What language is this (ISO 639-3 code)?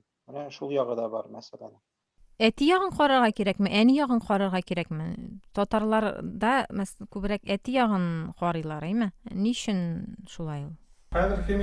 tat